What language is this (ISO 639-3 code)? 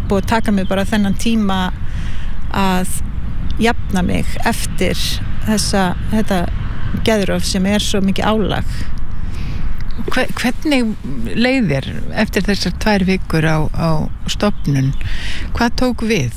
isl